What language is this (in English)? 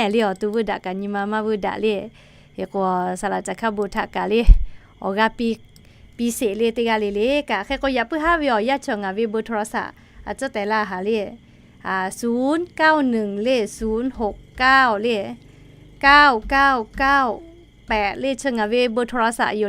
Lahu